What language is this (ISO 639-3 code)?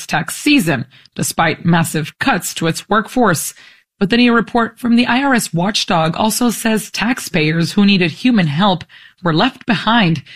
eng